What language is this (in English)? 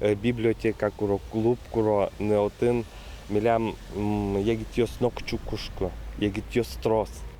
Udmurt